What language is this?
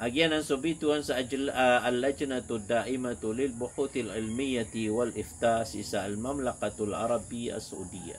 Maranao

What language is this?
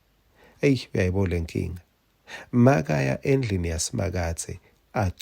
Swati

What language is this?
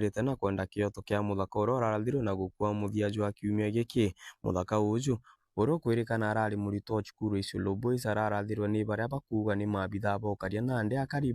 Meru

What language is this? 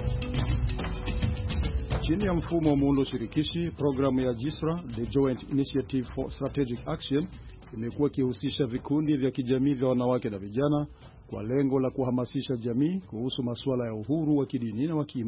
Swahili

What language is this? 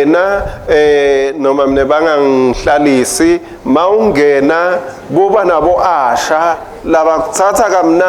Swati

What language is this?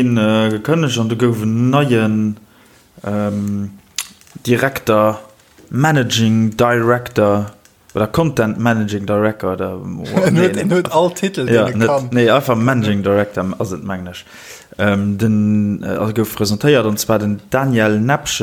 Luxembourgish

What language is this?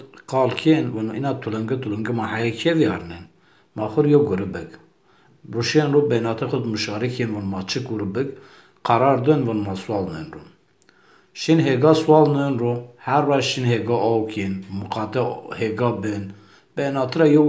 Zaza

